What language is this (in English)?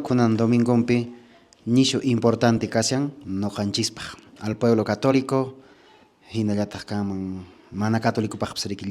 Quechua